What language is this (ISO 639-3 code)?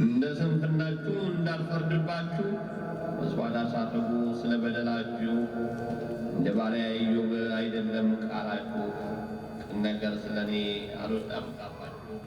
amh